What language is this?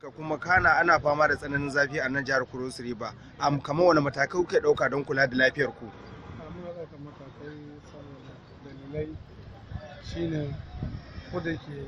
Hausa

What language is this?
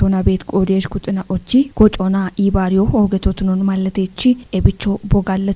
Kafa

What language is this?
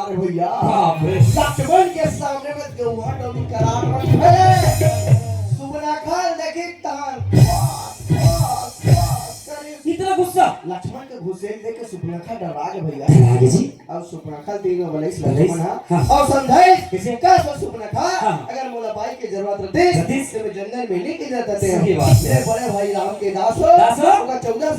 Chhattisgarhi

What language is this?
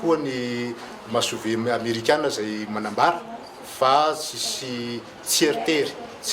Malagasy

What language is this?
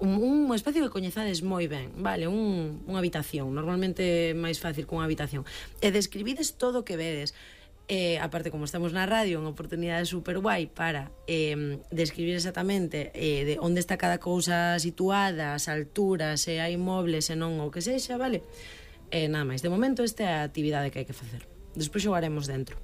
Galician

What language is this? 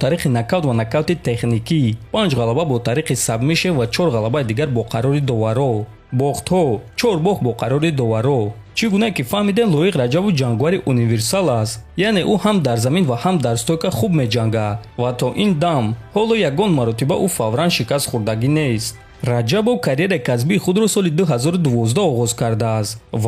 Tajik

